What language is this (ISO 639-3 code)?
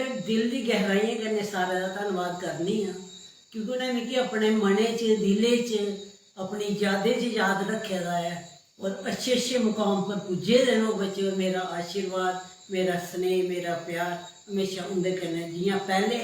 doi